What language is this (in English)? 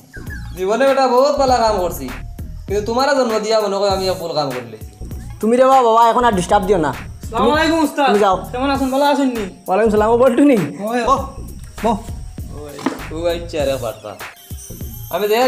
Sylheti